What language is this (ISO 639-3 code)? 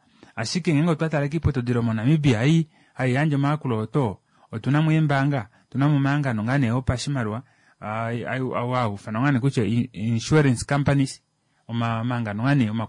kua